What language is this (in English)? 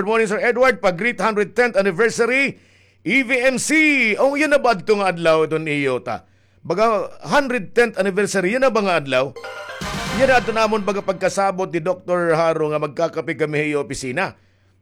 Waray